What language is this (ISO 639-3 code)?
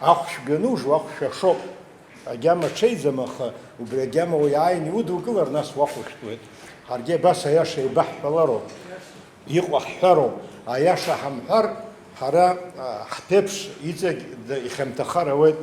abk